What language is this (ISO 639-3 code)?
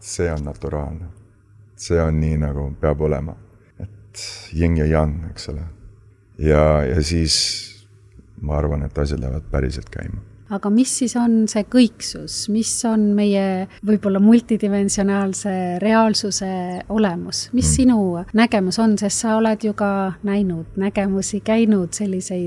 est